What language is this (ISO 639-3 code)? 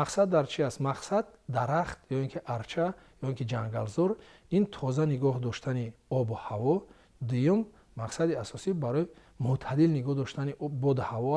tgk